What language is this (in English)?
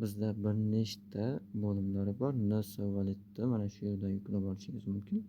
Uzbek